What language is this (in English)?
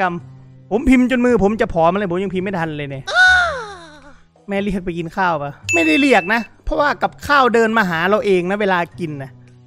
Thai